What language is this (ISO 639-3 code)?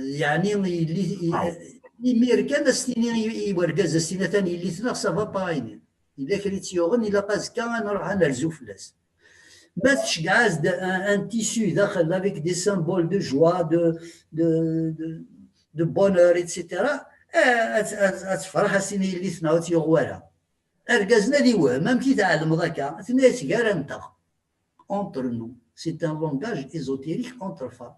kab